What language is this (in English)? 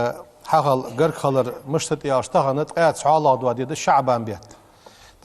Ingush